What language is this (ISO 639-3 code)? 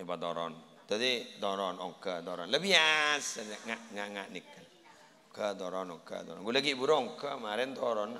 mad